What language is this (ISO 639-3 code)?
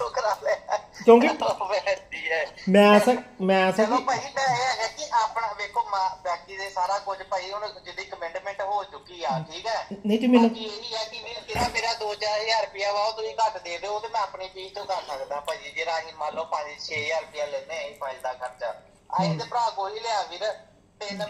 pan